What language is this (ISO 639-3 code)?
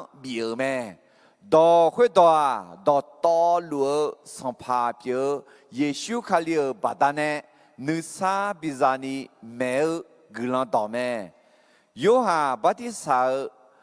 ahk